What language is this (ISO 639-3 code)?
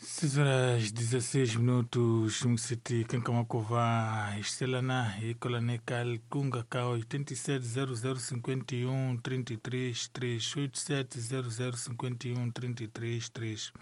tso